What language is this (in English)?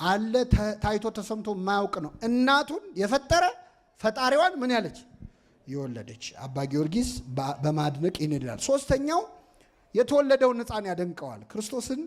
Amharic